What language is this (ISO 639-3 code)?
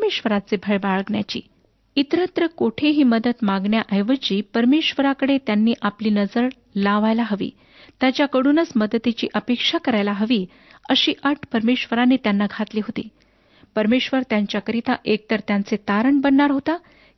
mar